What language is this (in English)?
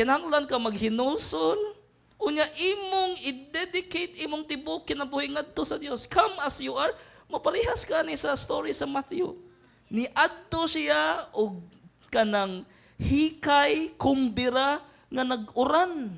Cebuano